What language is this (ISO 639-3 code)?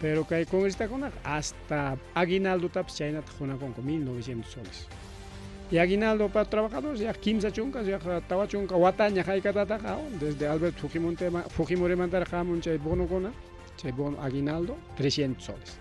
quy